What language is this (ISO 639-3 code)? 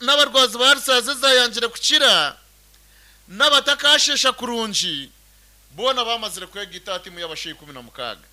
nyn